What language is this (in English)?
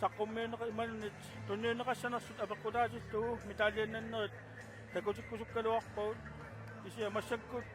Kalaallisut